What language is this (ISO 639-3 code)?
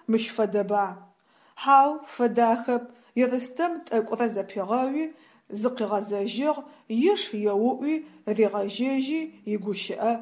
ady